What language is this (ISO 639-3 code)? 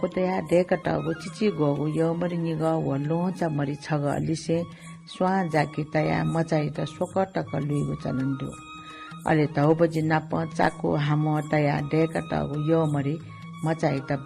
new